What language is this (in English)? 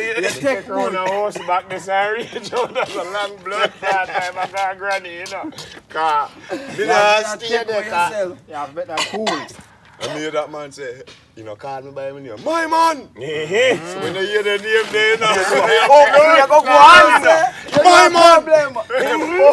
Jamaican Creole English